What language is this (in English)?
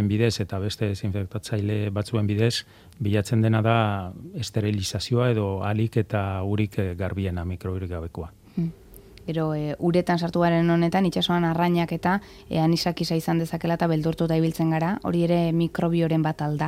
Basque